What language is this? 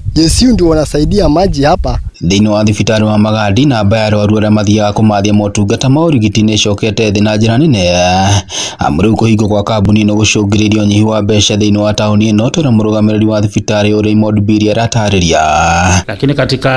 Kikuyu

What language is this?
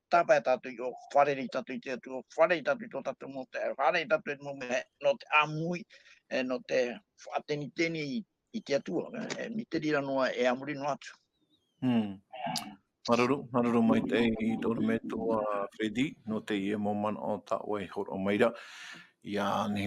Tahitian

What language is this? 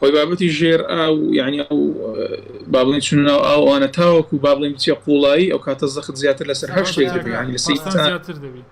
Central Kurdish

